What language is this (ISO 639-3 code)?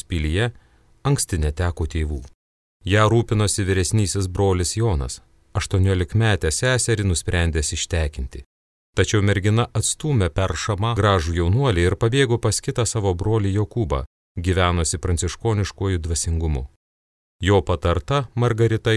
lit